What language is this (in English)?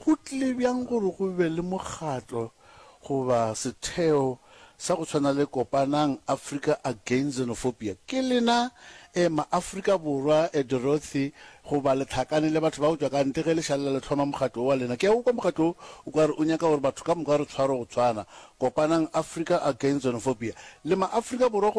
Northern Sotho